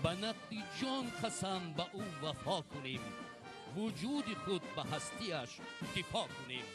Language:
Tajik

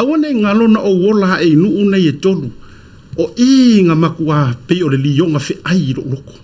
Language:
Samoan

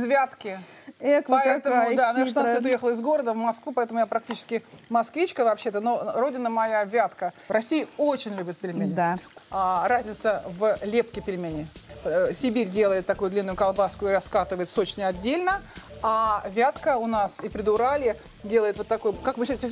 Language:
Russian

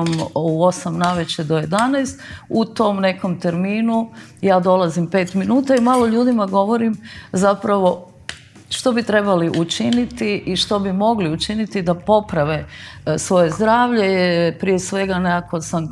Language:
Croatian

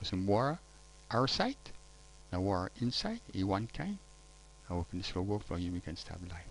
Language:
Tok Pisin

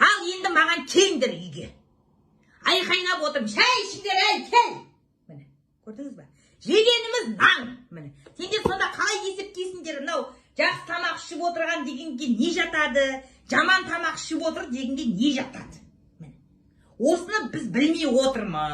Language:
Kazakh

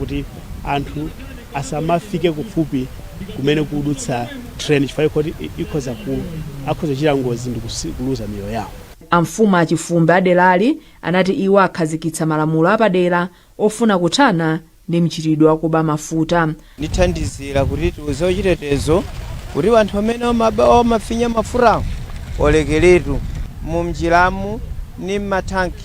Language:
Nyanja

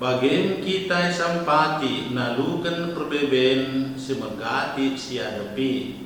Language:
Batak Karo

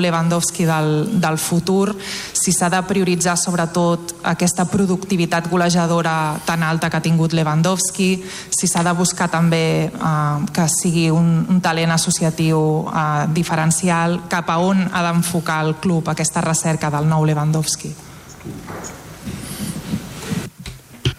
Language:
Catalan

